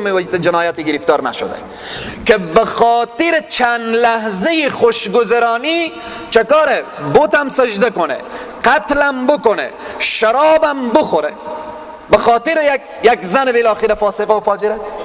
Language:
Persian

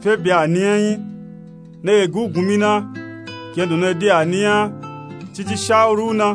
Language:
Nupe-Nupe-Tako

